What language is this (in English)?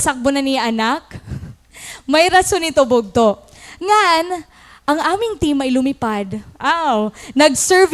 Waray